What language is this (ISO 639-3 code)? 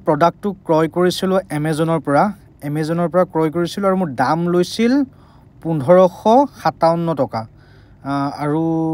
asm